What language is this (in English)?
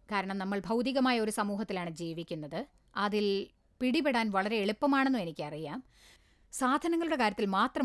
Malayalam